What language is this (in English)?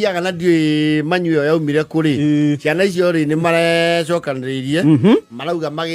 Kikuyu